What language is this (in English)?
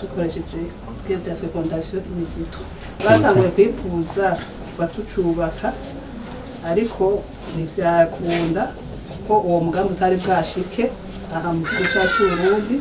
Rundi